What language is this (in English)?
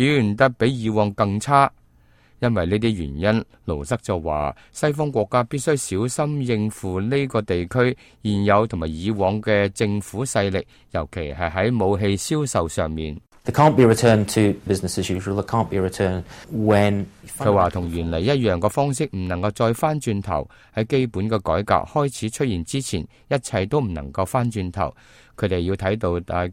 Cantonese